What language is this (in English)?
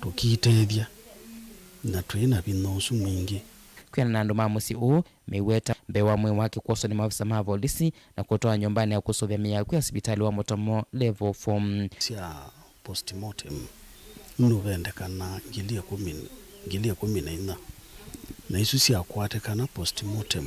Kamba